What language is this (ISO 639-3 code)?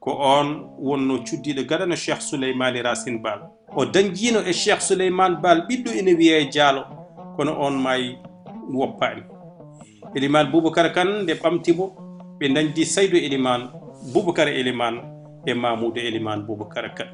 ful